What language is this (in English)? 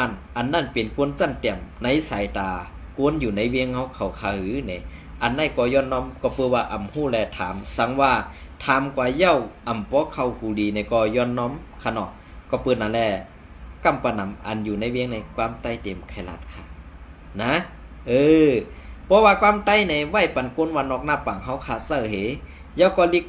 Shan